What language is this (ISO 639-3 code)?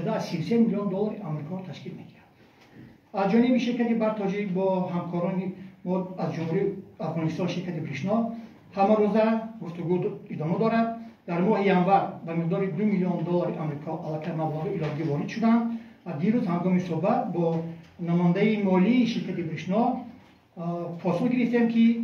tgk